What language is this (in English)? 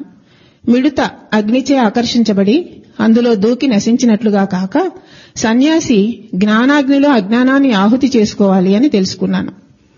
Telugu